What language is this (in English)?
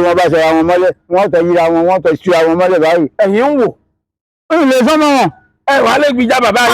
Yoruba